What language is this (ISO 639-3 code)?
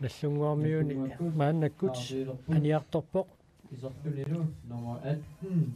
kal